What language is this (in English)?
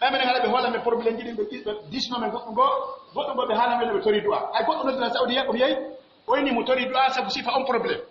Pular